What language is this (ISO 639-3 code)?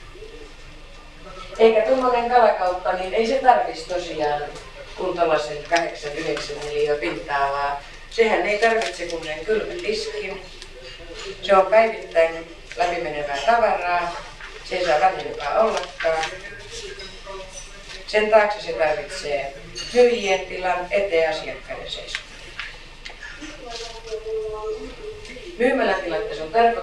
fin